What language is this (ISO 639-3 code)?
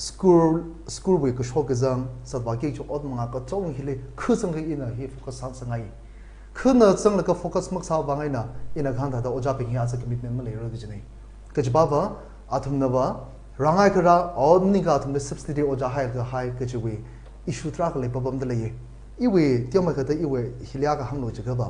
nmf